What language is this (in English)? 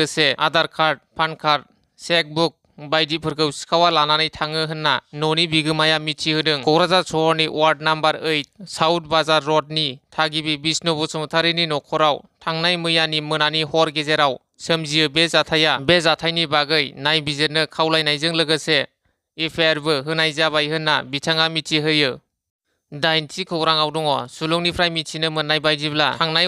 Bodo